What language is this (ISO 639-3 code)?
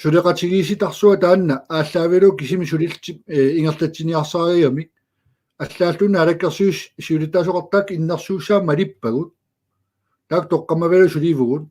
kal